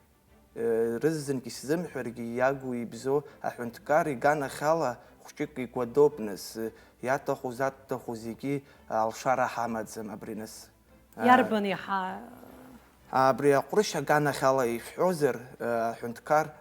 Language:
Abkhazian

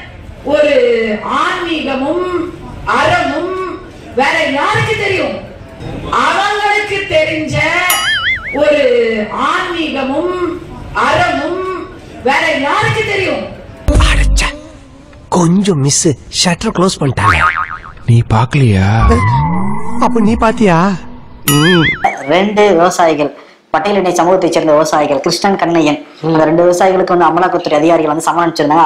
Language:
Tamil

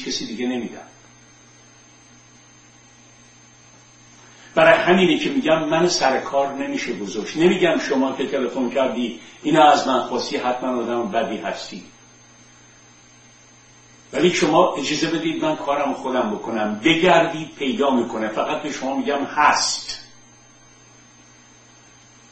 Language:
Persian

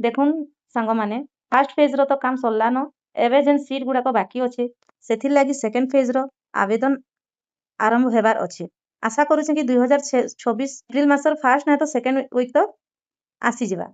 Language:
Sambalpuri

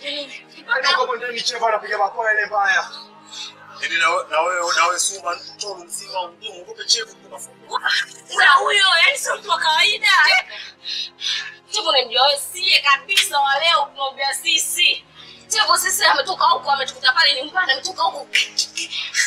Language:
Swahili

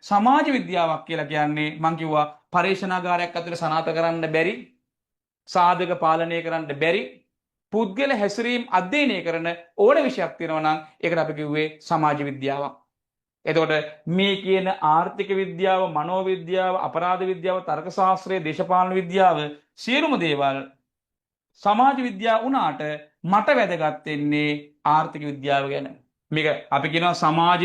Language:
Sinhala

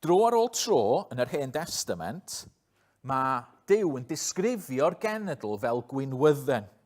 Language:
Welsh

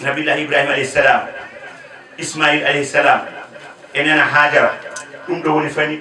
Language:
Fula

